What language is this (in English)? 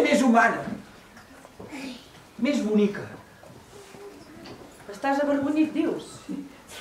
Catalan